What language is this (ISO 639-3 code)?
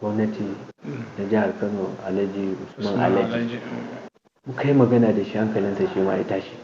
hau